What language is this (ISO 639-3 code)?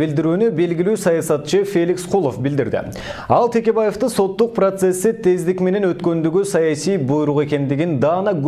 kir